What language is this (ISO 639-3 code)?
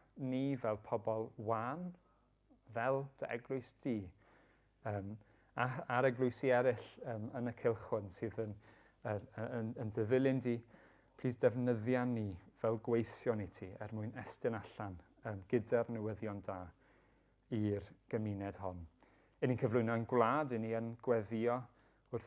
cym